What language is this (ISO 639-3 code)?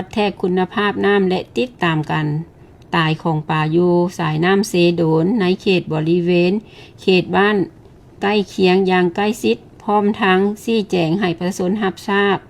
lao